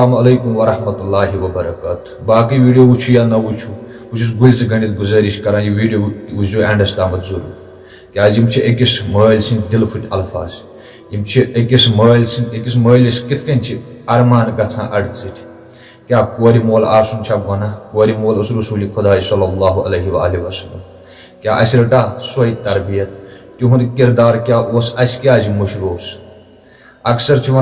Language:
Kashmiri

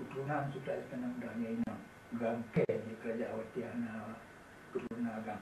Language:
Achinese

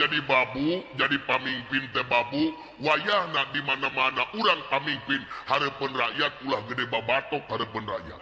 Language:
Sundanese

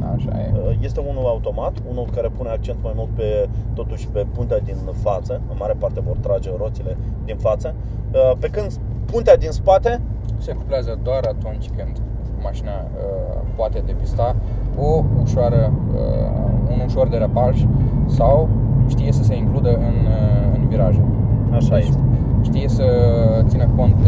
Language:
Romanian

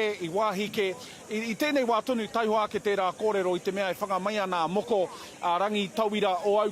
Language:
Māori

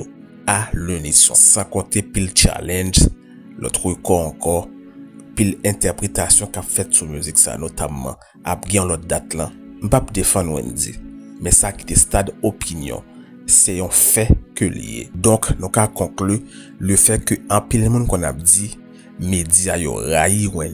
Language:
Haitian Creole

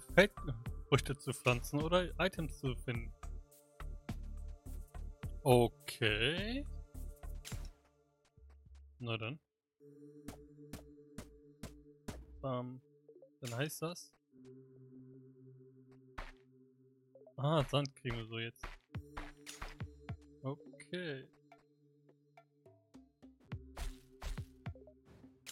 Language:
German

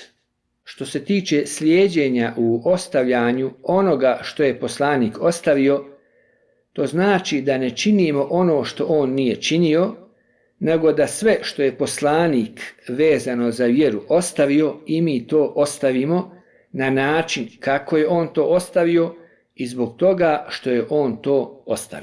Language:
Bosnian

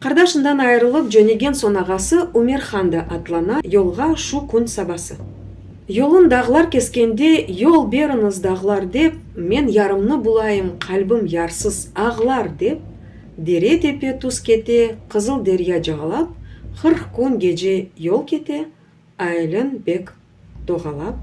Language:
Crimean Tatar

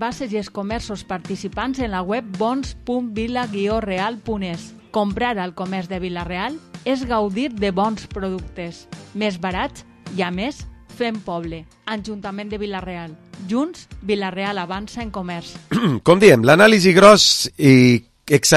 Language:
Catalan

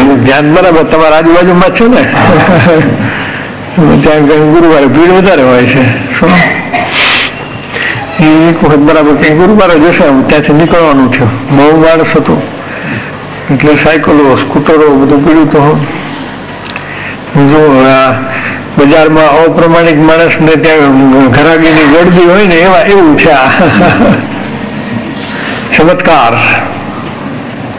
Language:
Gujarati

